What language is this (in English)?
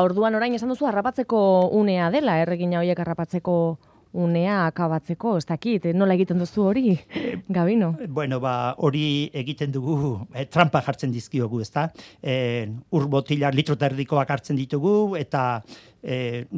Basque